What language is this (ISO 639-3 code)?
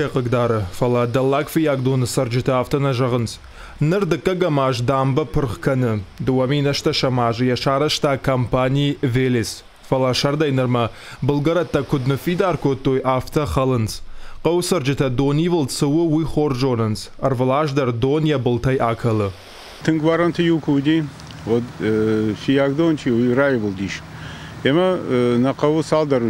oss